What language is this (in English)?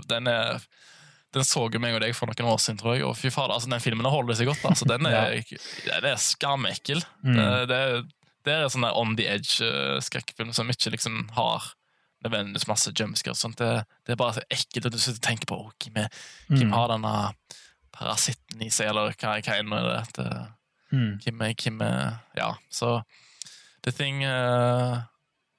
Norwegian